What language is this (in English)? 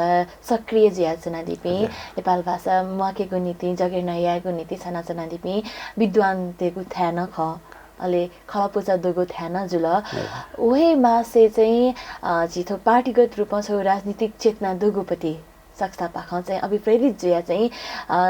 Newari